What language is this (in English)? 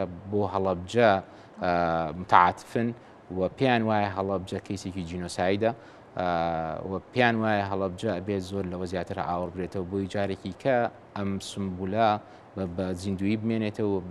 Central Kurdish